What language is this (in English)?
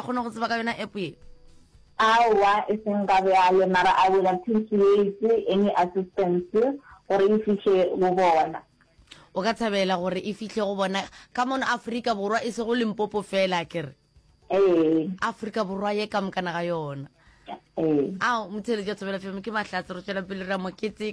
Northern Sotho